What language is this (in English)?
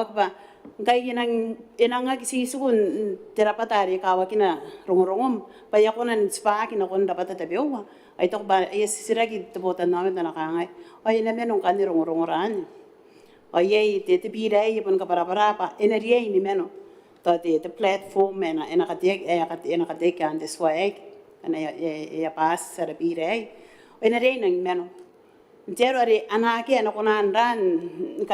Gilbertese